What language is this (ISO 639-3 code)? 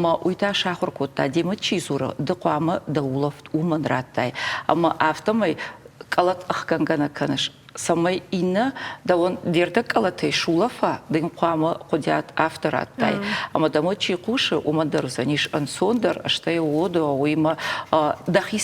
oss